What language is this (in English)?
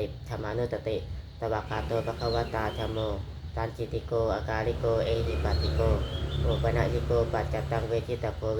Pali